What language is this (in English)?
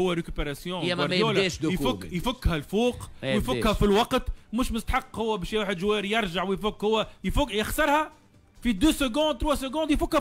Tunisian Arabic